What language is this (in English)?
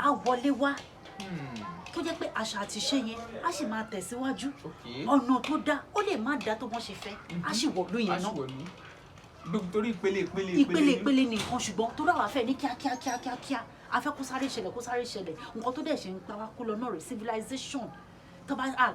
Yoruba